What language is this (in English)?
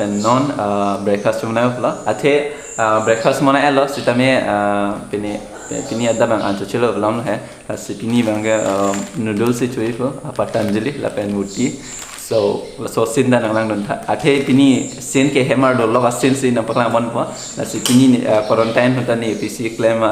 Karbi